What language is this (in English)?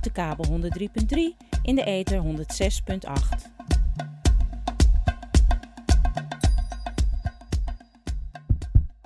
Dutch